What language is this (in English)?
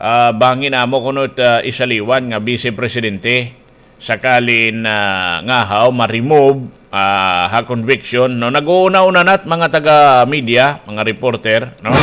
Waray